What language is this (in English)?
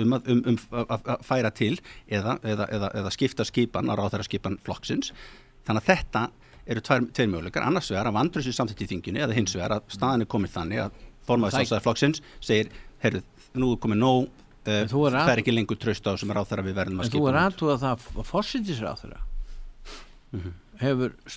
Icelandic